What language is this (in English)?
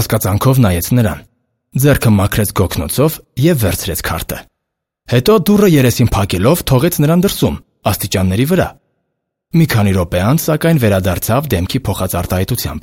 Armenian